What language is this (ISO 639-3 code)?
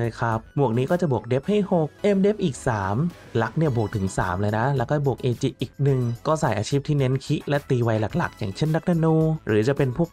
tha